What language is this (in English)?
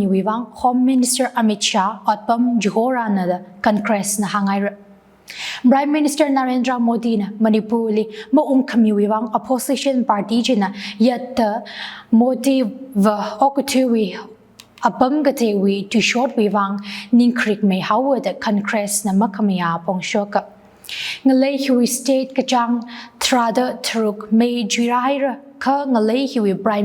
Tangkhul Naga (India)